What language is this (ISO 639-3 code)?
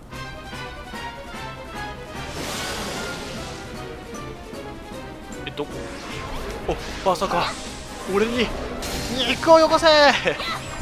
jpn